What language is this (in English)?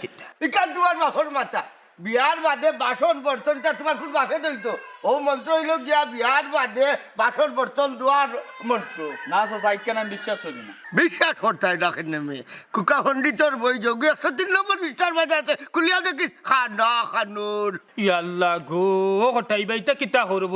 Sylheti